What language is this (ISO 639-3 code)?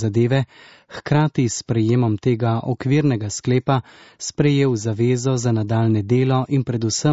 slv